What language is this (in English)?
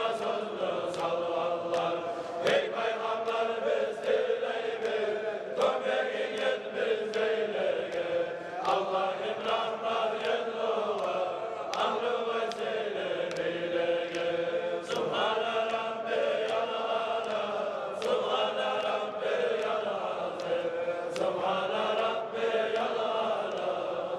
Kumyk